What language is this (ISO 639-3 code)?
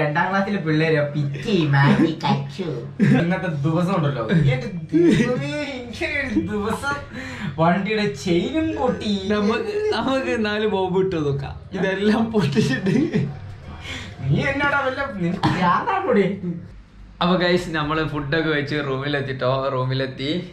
mal